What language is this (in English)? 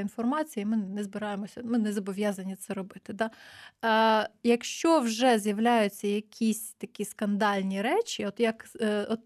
Ukrainian